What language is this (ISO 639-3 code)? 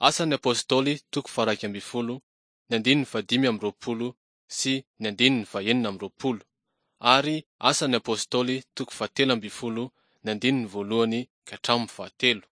mlg